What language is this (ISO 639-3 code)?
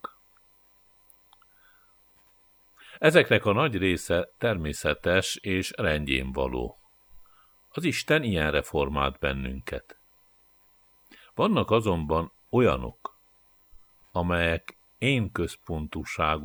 hun